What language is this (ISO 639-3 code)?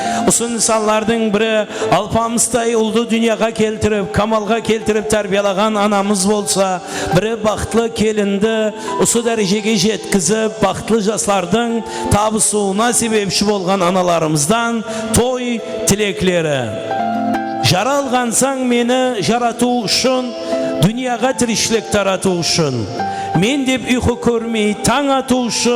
kaa